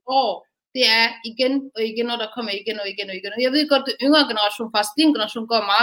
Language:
Danish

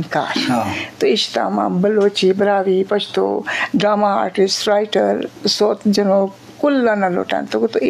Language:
Eastern Balochi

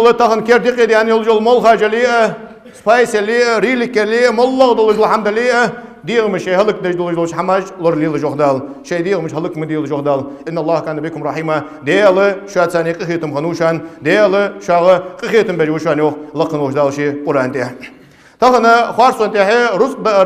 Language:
Ingush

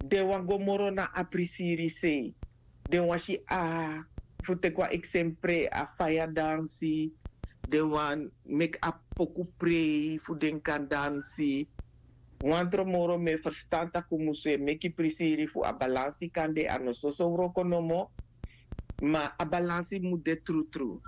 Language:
Sranan Tongo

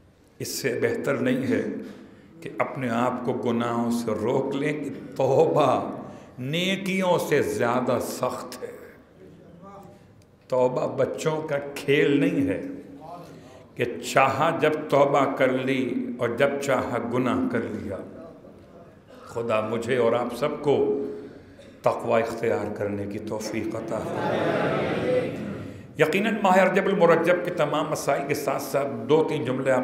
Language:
Urdu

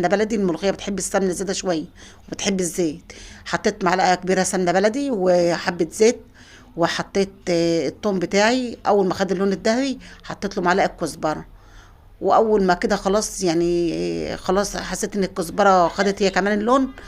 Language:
Egyptian Arabic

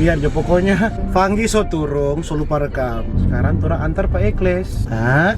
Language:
Manado Malay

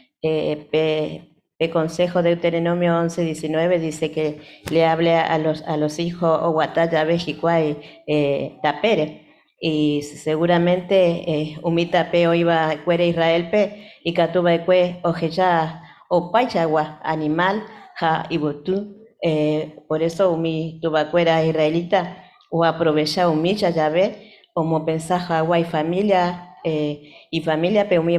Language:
Guarani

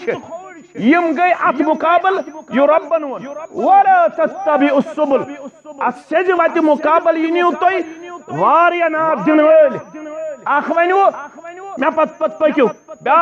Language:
Kashmiri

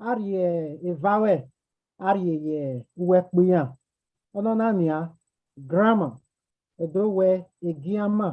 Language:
Bini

